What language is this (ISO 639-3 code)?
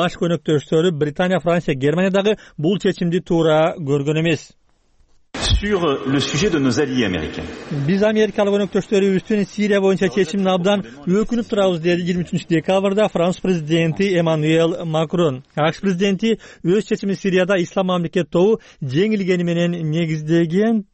kir